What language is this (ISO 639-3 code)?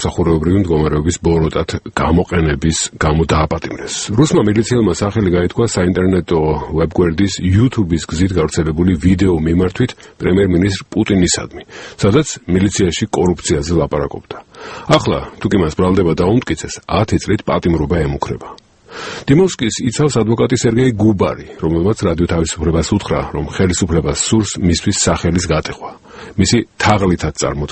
kat